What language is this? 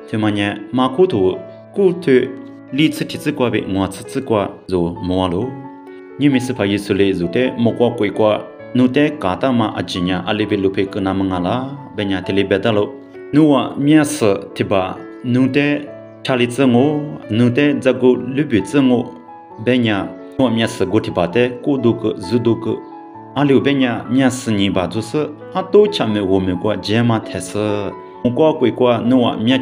Lisu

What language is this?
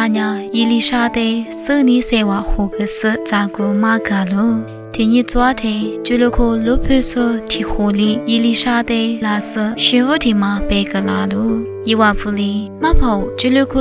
Lisu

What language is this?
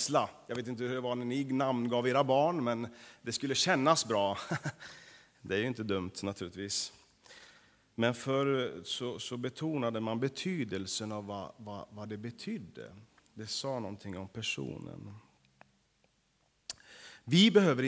Swedish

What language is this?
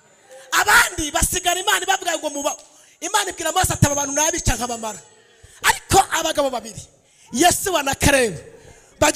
Kinyarwanda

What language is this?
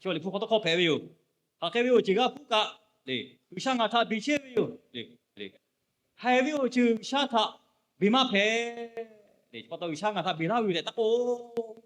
Lahu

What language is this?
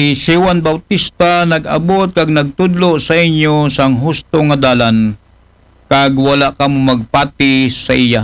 Aklanon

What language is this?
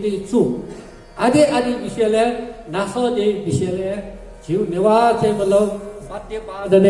Newari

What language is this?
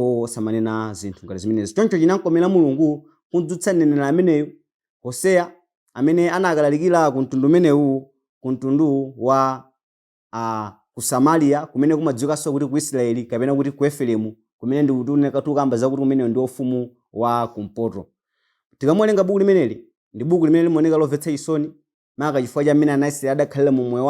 Nyanja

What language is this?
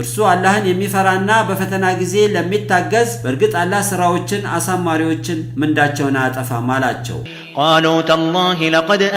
Amharic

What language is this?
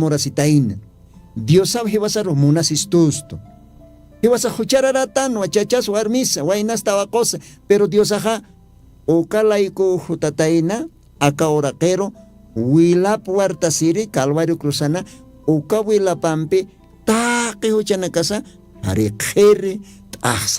Aymara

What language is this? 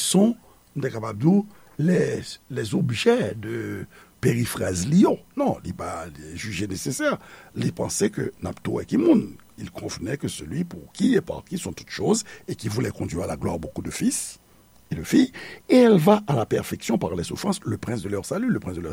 Haitian Creole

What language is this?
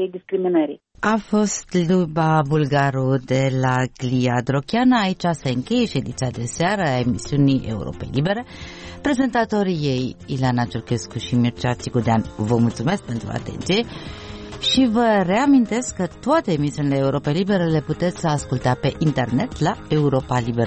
Romanian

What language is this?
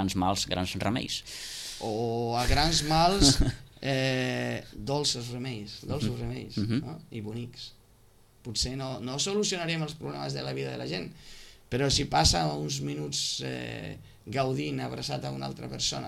Catalan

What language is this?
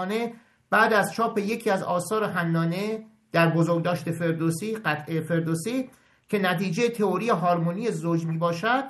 Persian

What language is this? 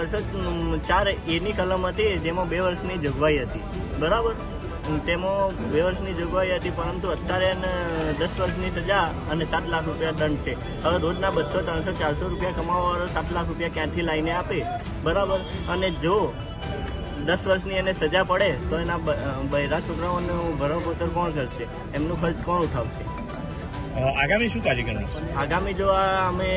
Gujarati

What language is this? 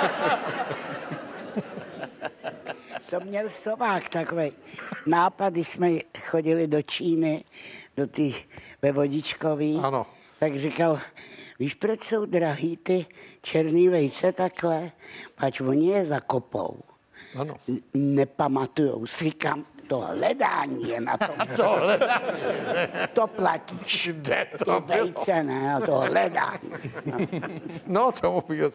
Czech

